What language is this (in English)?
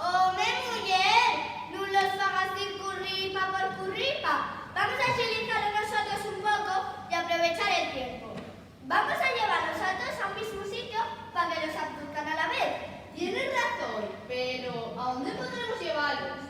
Asturian